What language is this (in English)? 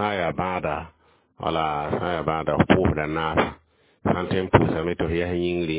Mossi